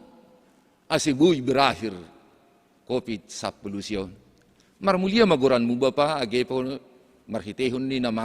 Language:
Batak Simalungun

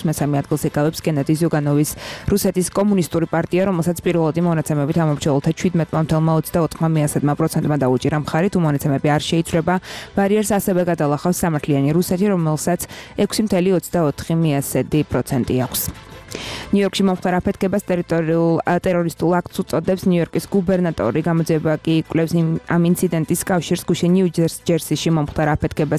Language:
Georgian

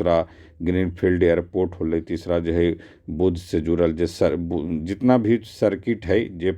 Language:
Magahi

